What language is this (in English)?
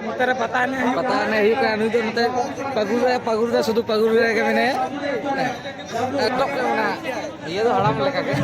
Santali